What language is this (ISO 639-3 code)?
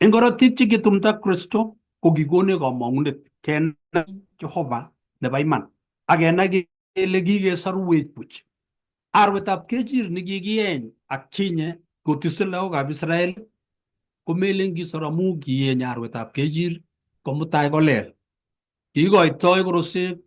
kln